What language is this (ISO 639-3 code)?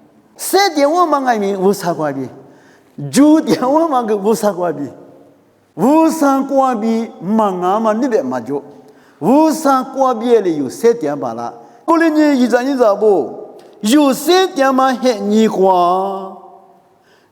lis